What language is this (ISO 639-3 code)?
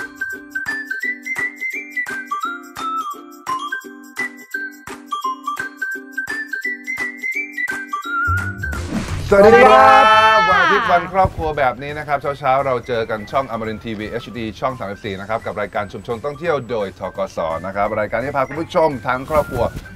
tha